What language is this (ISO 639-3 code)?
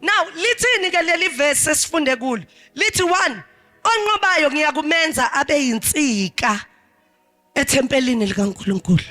zul